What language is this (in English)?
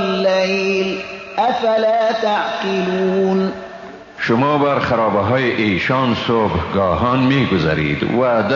Persian